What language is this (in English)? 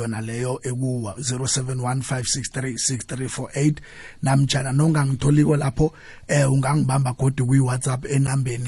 South Ndebele